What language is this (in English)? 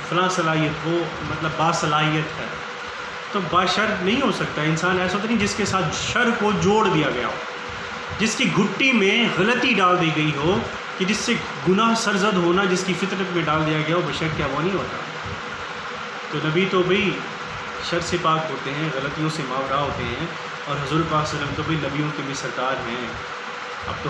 Urdu